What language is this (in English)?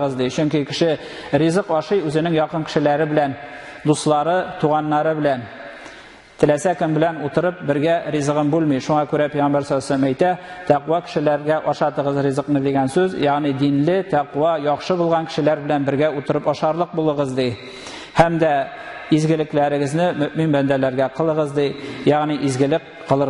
Tatar